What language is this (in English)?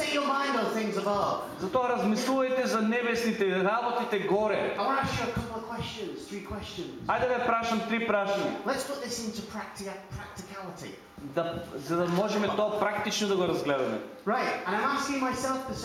Macedonian